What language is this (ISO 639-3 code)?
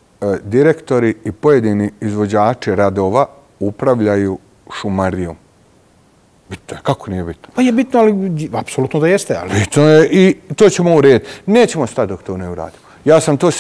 bos